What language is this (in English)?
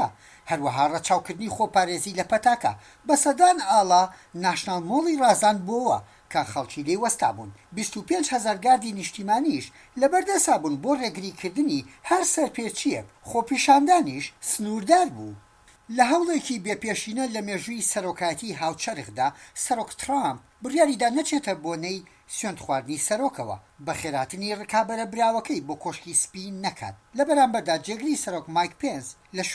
Central Kurdish